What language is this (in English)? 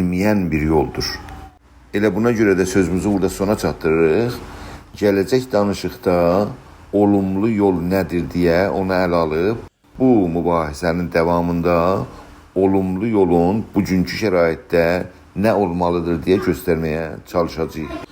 South Azerbaijani